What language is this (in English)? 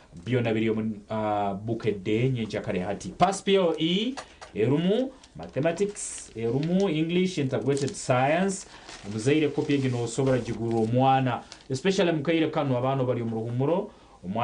Nyankole